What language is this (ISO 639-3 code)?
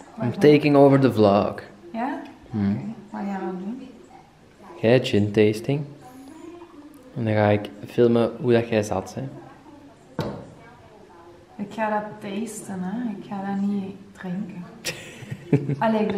nld